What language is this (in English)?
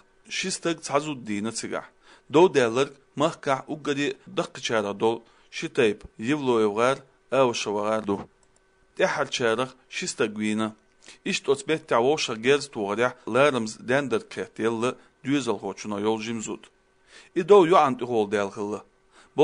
Chechen